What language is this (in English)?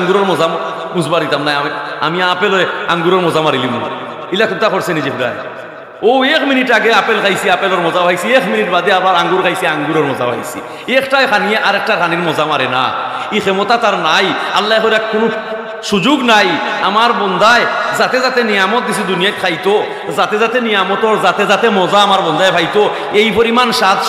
Sylheti